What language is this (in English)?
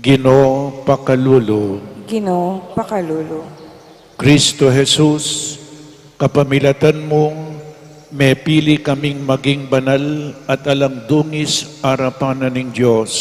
Pampanga